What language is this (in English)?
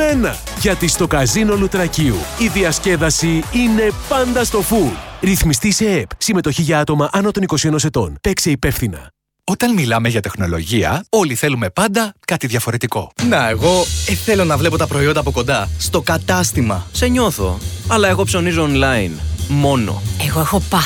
Greek